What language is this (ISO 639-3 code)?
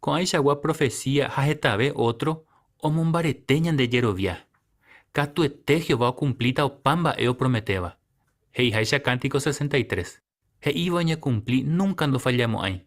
grn